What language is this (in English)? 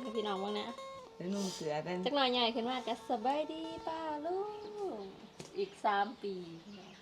Northeastern Thai